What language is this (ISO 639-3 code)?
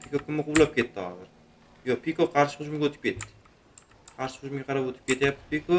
uzb